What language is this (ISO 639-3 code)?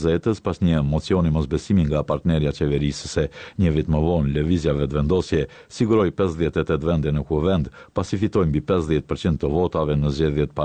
sqi